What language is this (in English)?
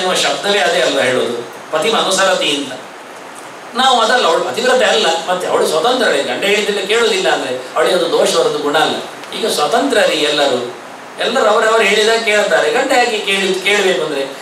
Kannada